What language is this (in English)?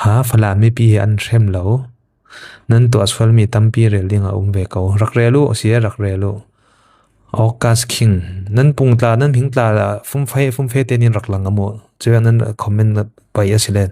Falam Chin